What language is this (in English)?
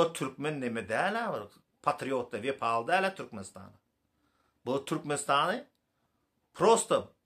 Turkmen